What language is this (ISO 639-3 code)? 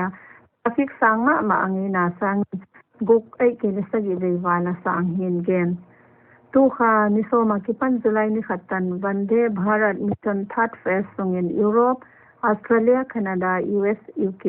pck